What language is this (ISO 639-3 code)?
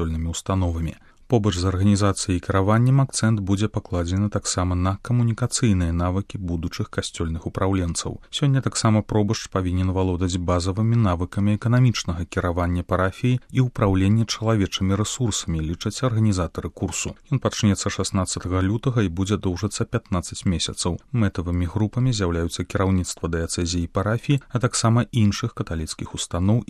bel